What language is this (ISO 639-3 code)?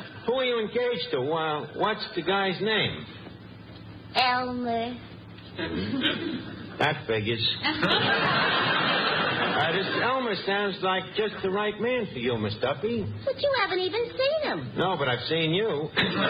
eng